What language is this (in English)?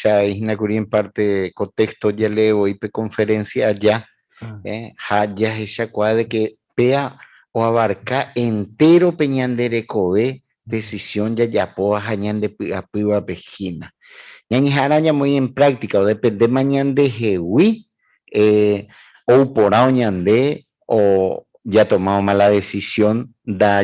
Guarani